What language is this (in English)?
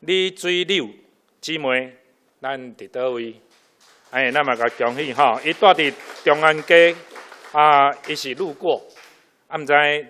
Min Nan Chinese